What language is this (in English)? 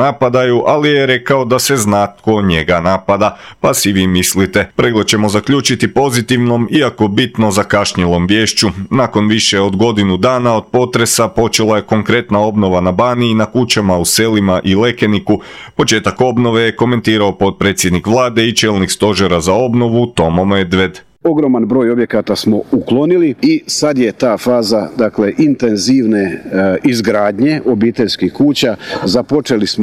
Croatian